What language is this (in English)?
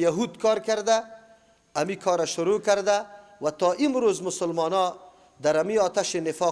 Persian